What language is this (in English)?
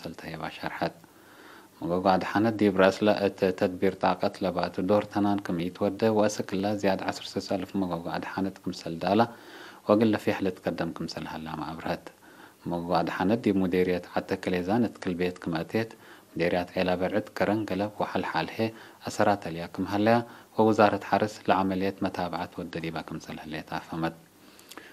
Tigre